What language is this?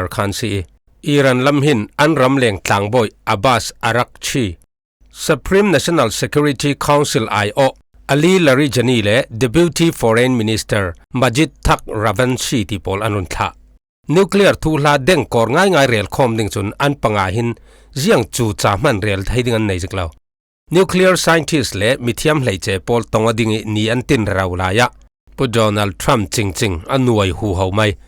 Falam Chin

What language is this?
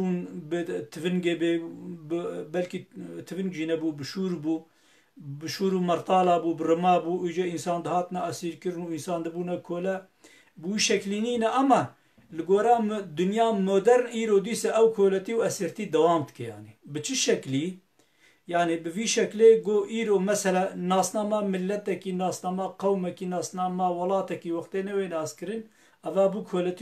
Kurdish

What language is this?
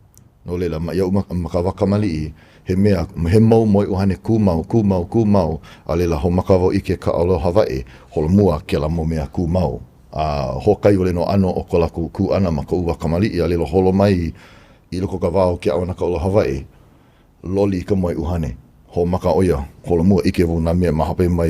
Hawaiian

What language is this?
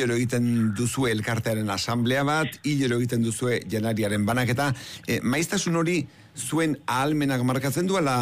Basque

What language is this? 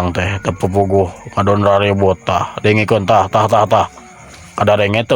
Sundanese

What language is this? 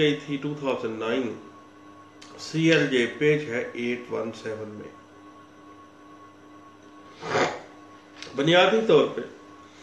Urdu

